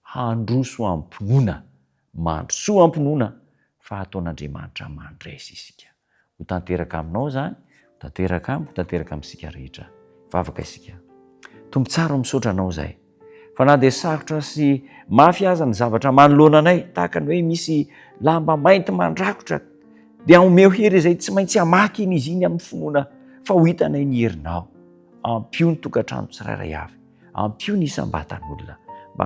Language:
Malagasy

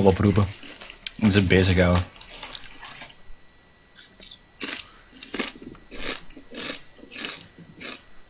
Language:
Dutch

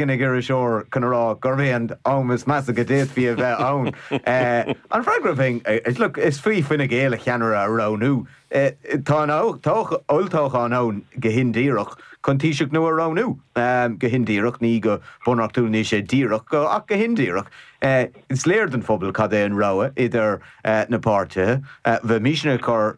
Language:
Irish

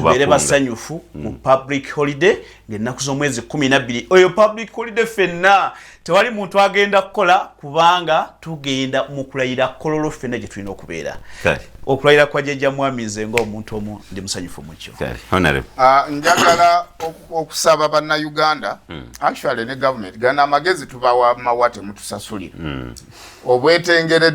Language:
Ganda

